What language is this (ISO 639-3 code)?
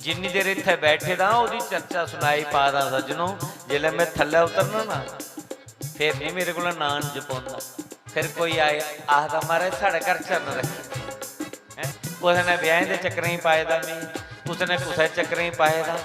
doi